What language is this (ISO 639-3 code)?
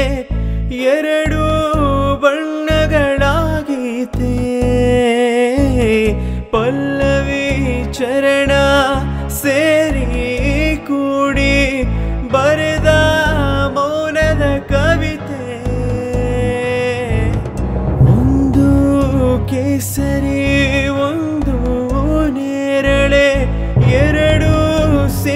kan